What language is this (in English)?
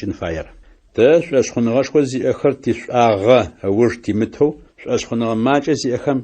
Adyghe